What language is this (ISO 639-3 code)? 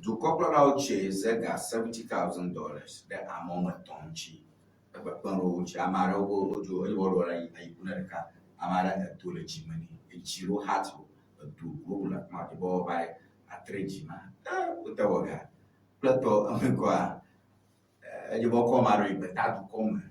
ewe